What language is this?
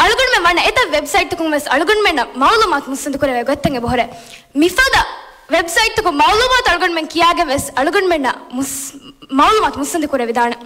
Divehi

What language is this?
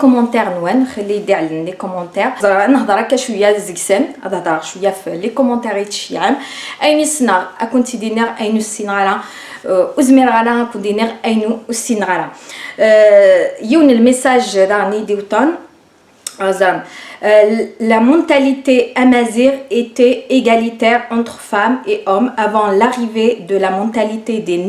Kabyle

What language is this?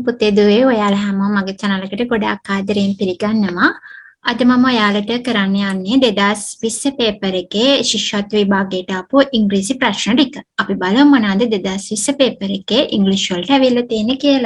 Sinhala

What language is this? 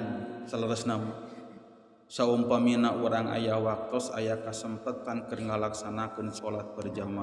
Sundanese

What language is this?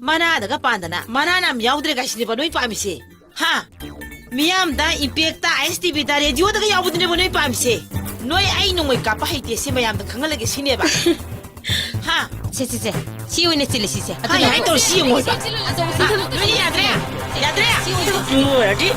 Manipuri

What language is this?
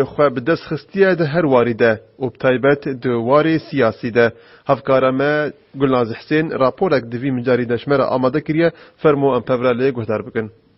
Kurdish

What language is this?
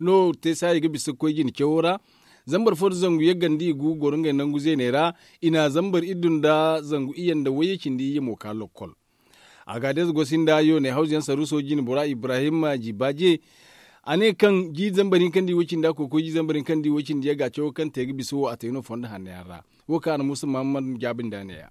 Zarma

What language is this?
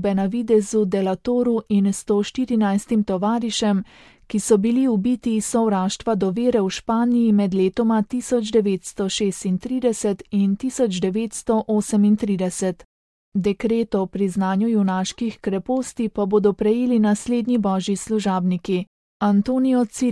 Slovenian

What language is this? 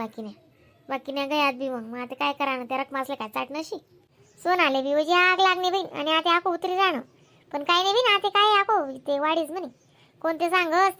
Khandesi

